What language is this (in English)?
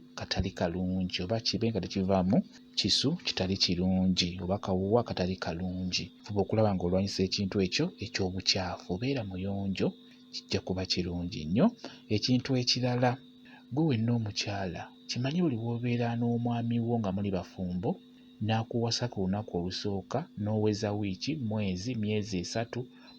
Ganda